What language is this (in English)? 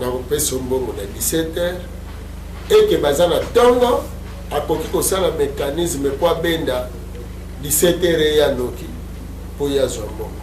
Lingala